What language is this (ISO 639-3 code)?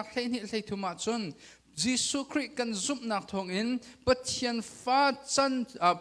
cnh